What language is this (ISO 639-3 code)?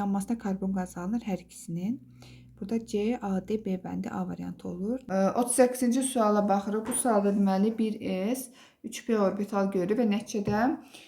aze